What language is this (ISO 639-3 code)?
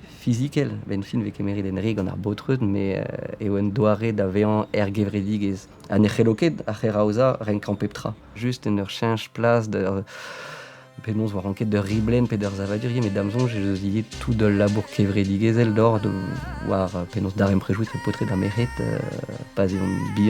bre